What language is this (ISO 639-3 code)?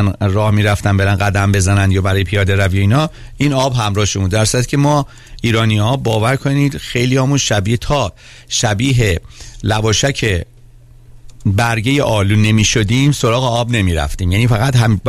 fas